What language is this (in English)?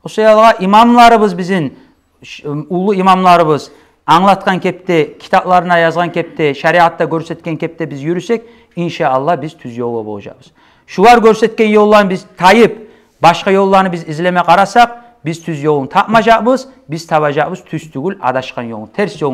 Kumyk